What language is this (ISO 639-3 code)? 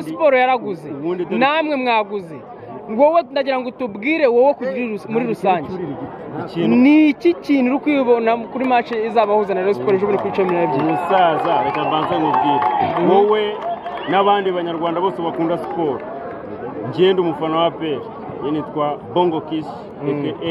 kin